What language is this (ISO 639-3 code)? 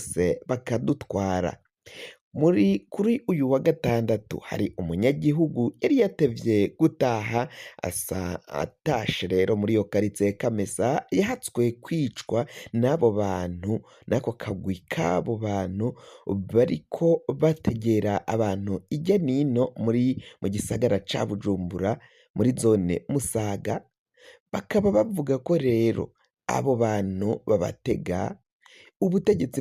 run